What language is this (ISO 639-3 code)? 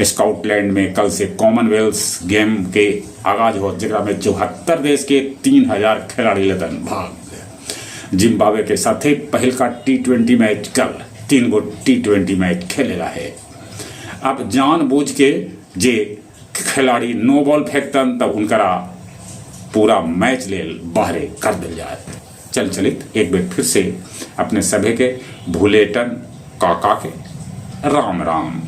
mag